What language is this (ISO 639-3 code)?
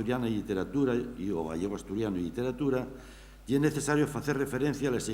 ast